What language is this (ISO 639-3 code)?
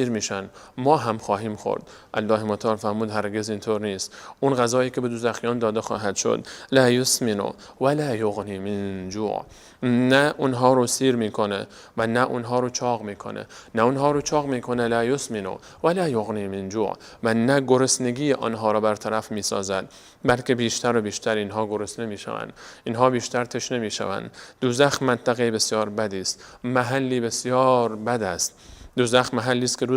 fas